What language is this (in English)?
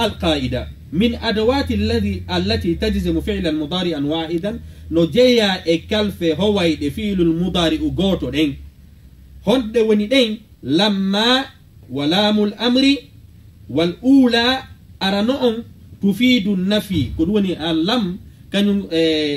Fula